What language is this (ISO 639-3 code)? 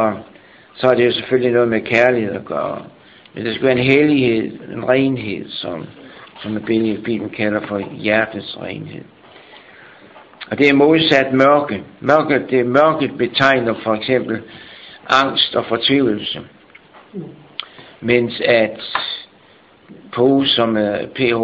dan